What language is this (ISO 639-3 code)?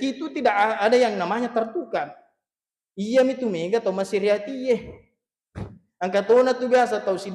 bug